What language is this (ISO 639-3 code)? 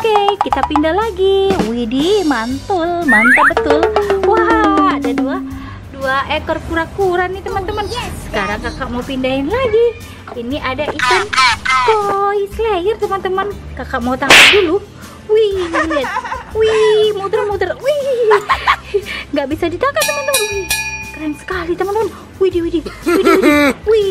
ind